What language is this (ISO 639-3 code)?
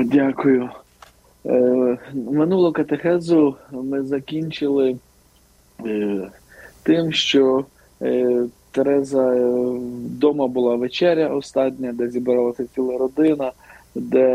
ukr